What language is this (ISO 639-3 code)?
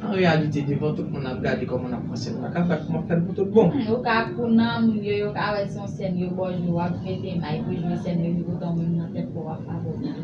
hat